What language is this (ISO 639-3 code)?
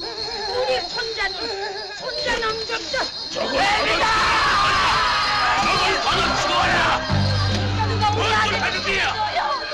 kor